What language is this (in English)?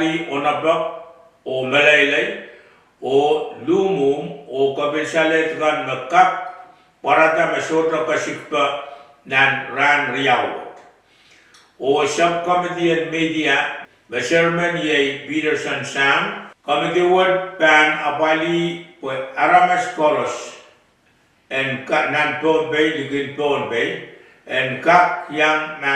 Pohnpeian